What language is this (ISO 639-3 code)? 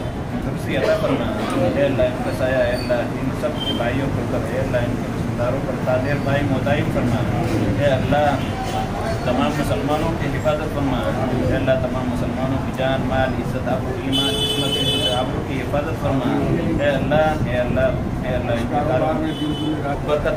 urd